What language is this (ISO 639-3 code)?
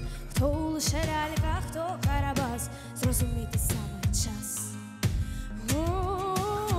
ukr